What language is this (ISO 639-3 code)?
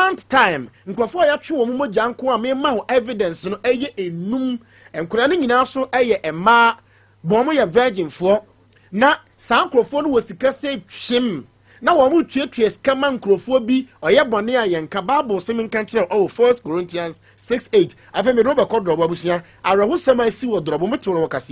aka